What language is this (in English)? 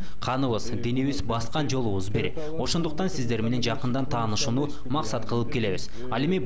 Kyrgyz